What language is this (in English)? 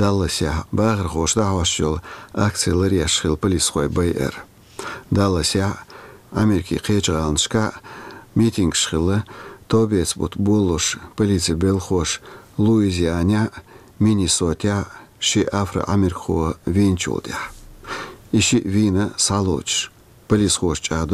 Chechen